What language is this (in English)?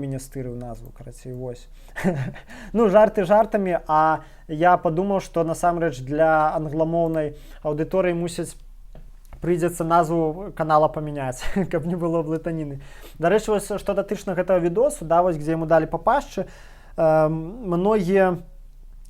Belarusian